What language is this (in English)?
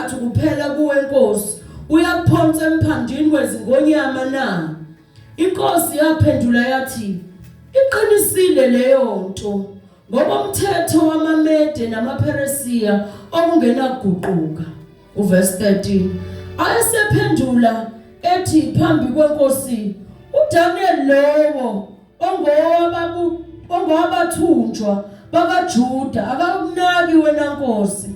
Zulu